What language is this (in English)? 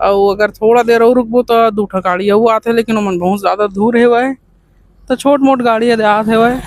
Chhattisgarhi